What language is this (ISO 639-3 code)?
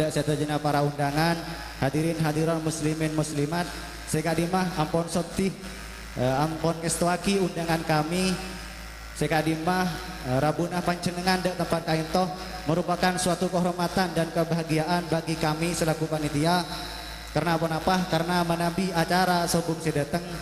mad